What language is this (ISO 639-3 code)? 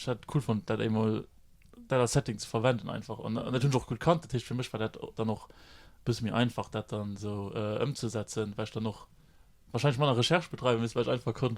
ltz